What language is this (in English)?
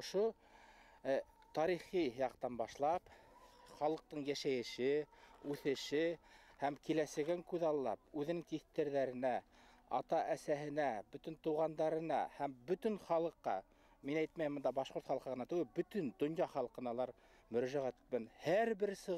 Bashkir